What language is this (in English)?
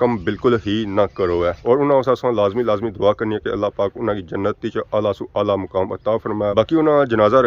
Pahari-Potwari